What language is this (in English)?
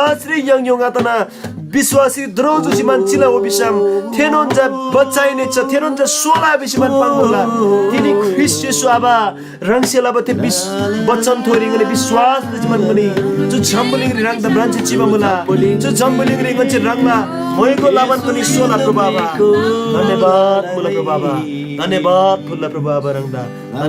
Eastern Tamang